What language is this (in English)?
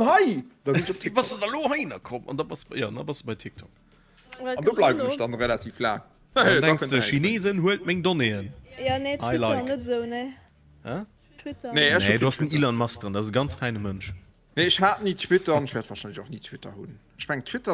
Luxembourgish